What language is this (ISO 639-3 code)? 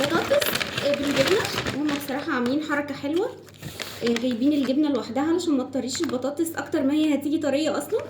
arz